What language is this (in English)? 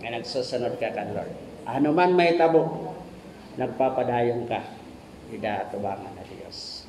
Waray